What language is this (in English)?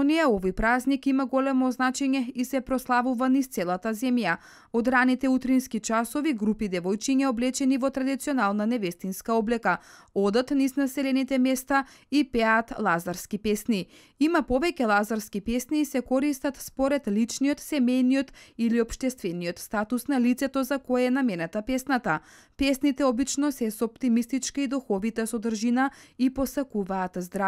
Macedonian